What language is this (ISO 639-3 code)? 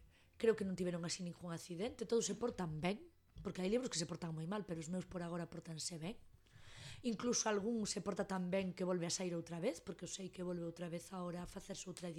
glg